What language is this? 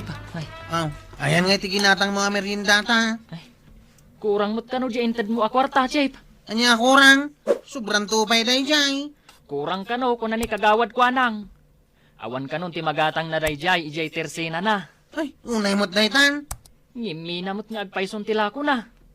Iloko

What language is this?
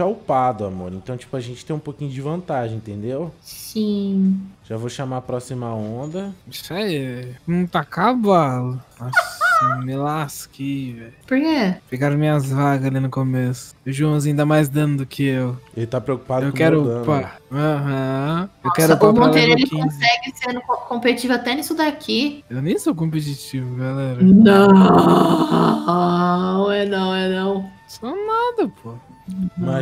Portuguese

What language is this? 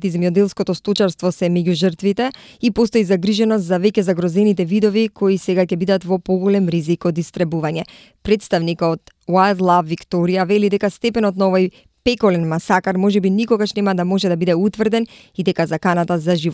Macedonian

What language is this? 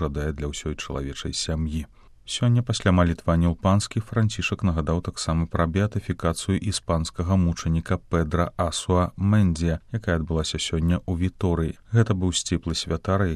Belarusian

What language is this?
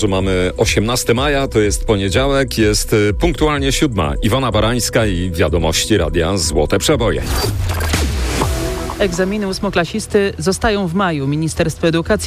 Polish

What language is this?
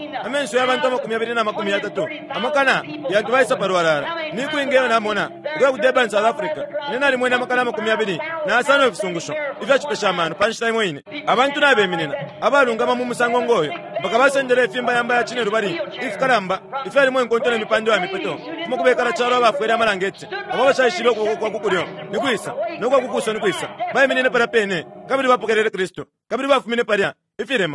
Bemba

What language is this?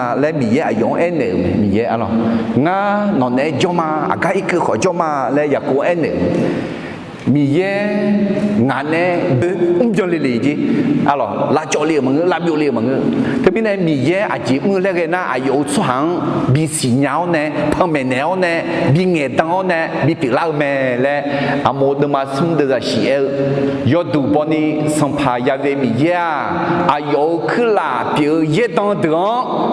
Akha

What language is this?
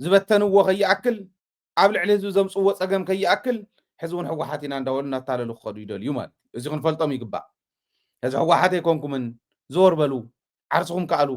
Tigrinya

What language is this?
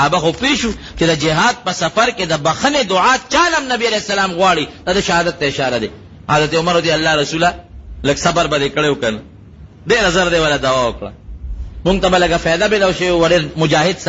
Pashto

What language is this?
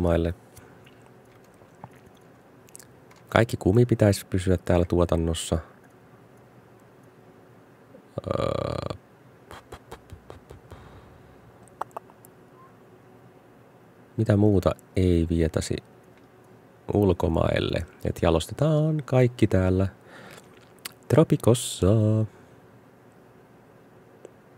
Finnish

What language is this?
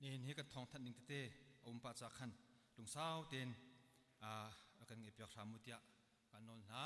Hakha Chin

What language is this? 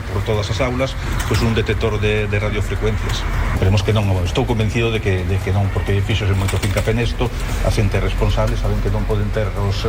Galician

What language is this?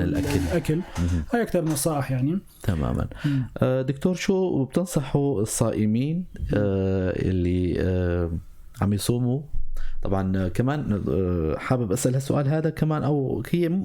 North Levantine Arabic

